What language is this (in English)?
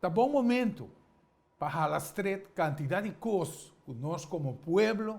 Papiamento